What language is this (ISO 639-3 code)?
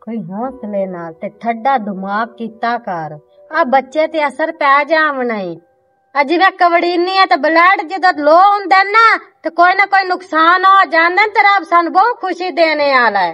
lah